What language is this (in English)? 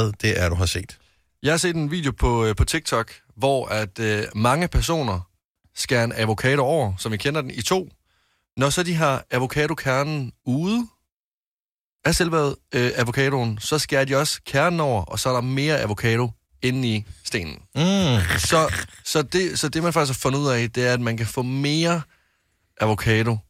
Danish